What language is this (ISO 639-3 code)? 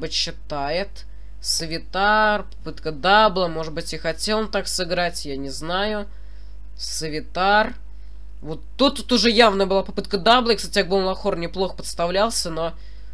rus